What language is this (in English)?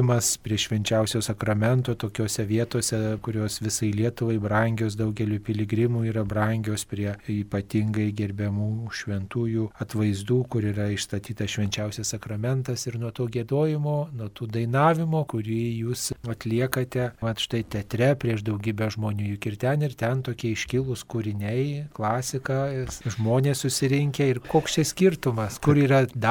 Lithuanian